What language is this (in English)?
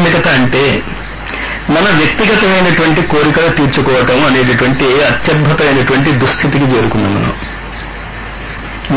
Telugu